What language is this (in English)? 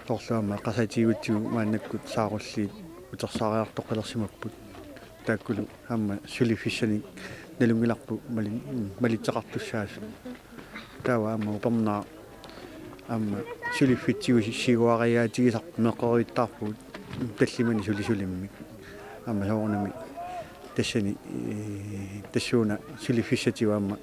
Kalaallisut